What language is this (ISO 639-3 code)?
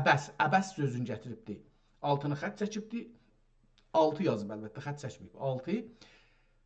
azb